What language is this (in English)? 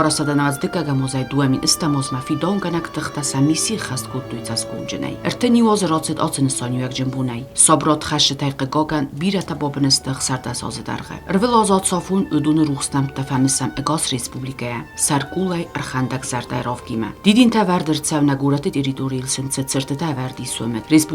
Ossetic